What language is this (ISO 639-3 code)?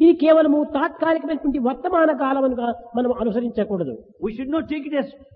tel